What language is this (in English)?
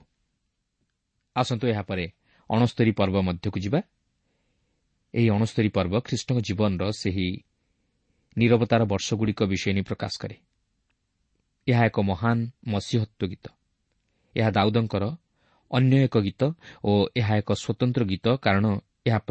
Odia